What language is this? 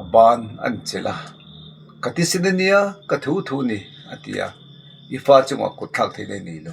Mizo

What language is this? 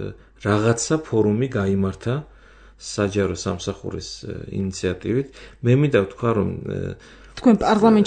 Georgian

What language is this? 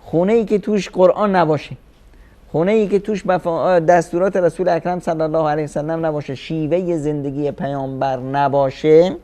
Persian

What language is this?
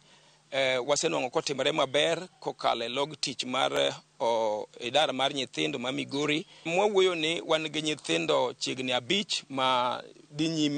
Luo (Kenya and Tanzania)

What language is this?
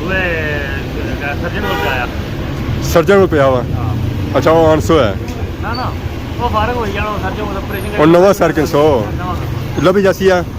Pahari-Potwari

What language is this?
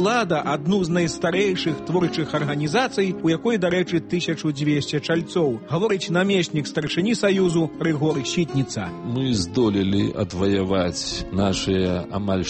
Belarusian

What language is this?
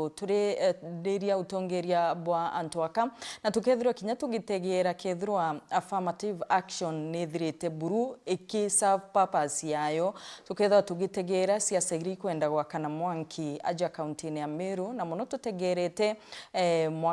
Meru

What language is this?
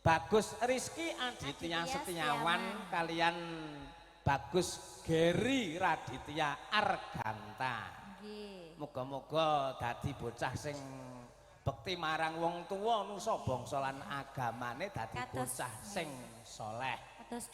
Javanese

